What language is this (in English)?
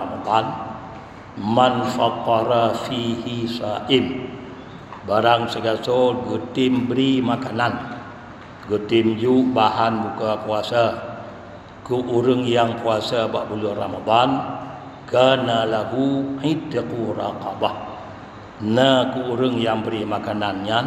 Achinese